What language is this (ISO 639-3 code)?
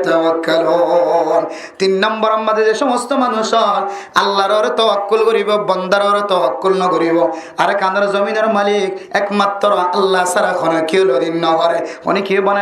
rhg